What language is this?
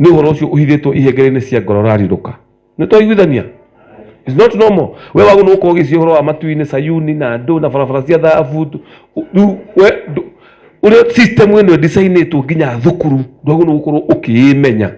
Kikuyu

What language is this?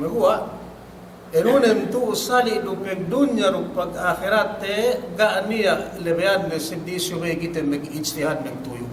Yakan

